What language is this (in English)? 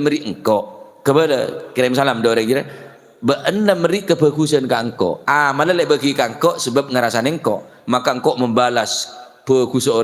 Madurese